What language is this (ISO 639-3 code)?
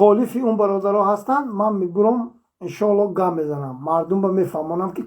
tgk